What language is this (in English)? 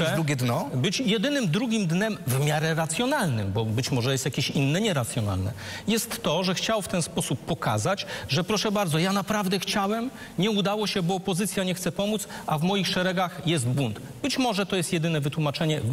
Polish